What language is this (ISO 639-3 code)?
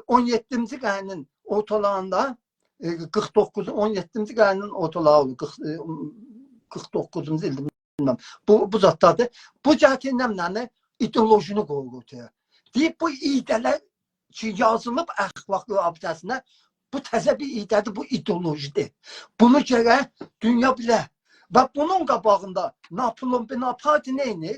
azb